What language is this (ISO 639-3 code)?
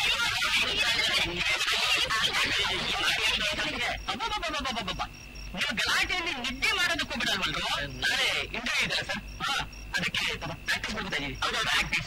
kan